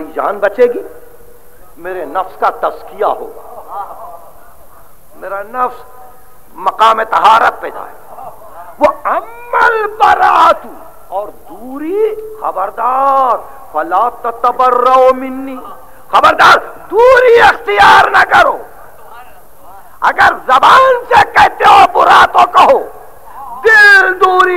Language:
Urdu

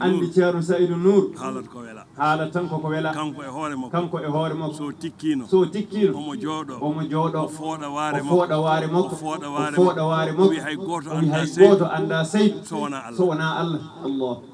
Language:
Fula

